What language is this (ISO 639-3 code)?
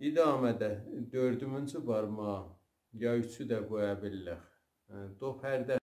azb